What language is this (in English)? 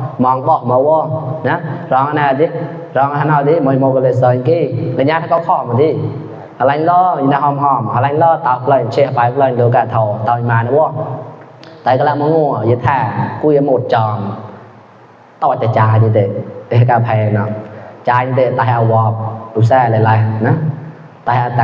Mon